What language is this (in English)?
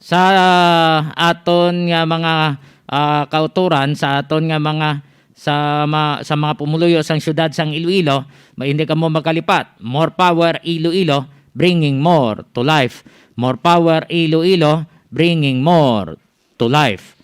Hiligaynon